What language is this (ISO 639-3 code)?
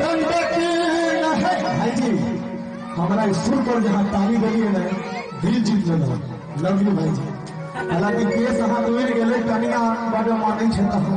mai